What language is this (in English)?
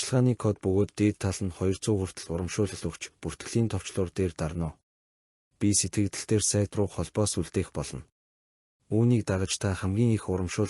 Mongolian